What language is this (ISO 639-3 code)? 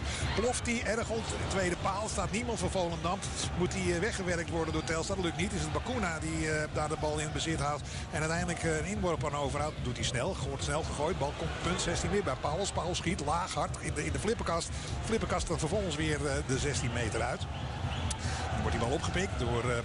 nld